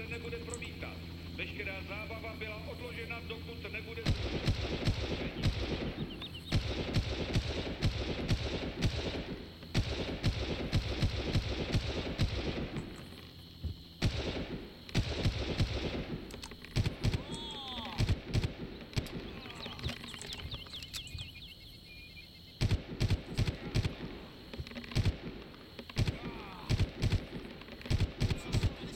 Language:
Czech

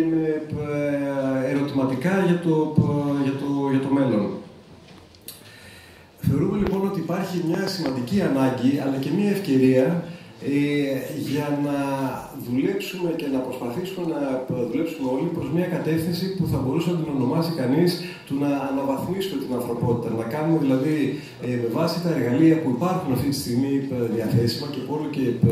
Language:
Greek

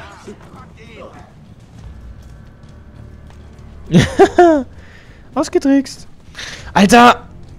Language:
German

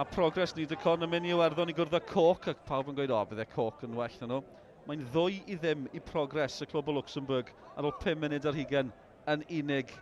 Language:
Welsh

